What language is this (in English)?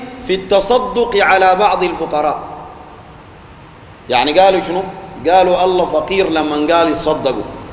Sudanese Arabic